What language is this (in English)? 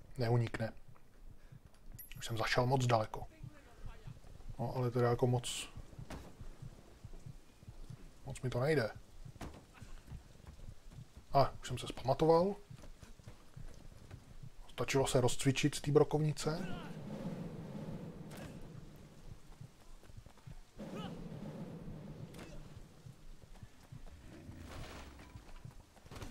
Czech